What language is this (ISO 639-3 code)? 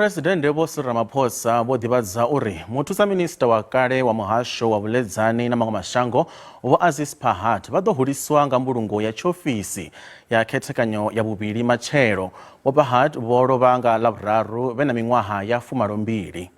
ven